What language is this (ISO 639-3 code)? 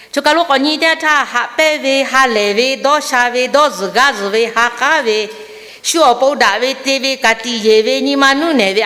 lhu